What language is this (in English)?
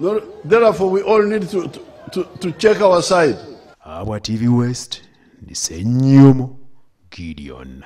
Nyankole